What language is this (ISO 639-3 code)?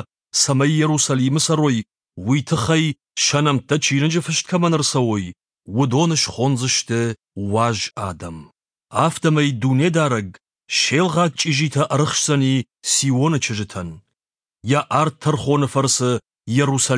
oss